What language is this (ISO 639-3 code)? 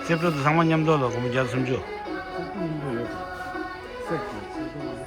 bod